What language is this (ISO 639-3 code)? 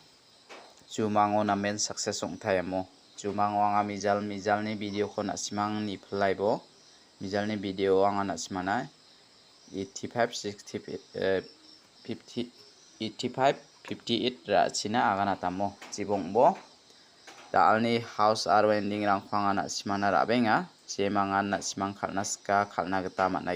grt